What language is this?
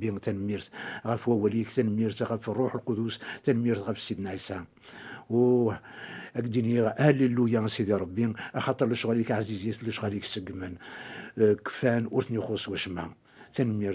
Kabyle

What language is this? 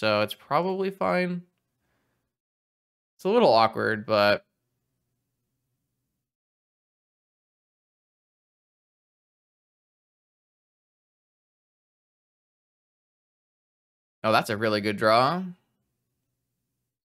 English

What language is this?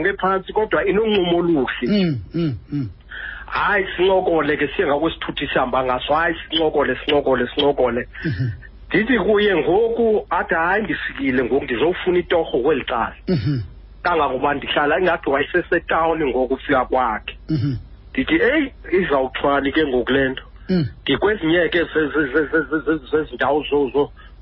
Xhosa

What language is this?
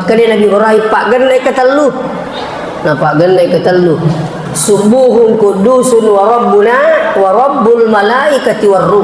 Buginese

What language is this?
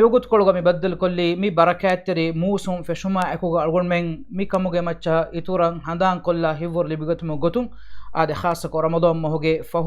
Divehi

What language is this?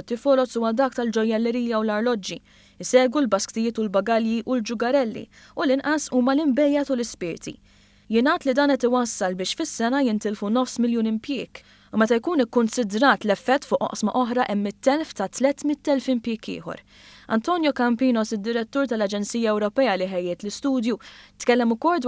Maltese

